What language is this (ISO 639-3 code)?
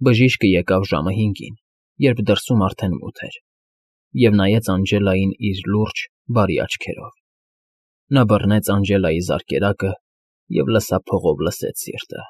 hye